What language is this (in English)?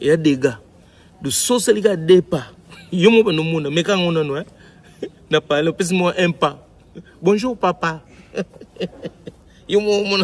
Lingala